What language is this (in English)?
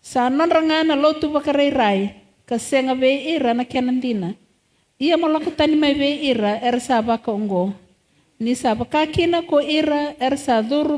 Fijian